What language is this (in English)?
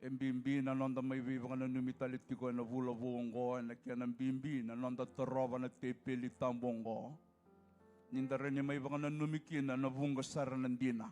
Fijian